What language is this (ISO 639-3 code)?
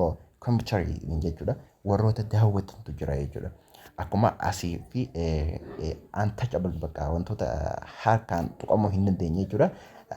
orm